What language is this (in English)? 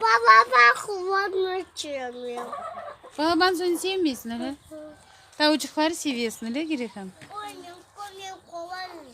Crimean Tatar